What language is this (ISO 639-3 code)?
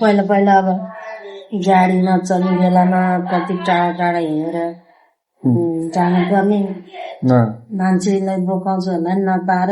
nep